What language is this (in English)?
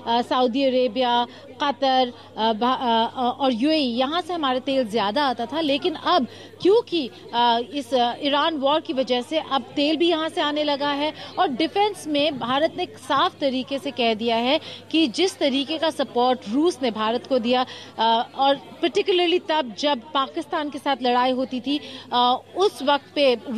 Hindi